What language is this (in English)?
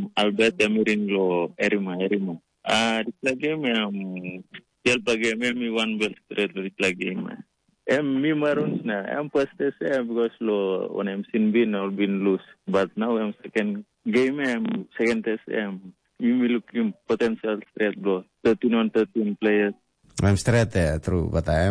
Tok Pisin